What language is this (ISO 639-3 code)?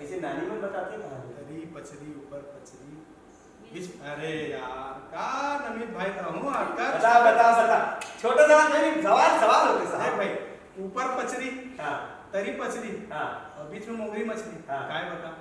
hne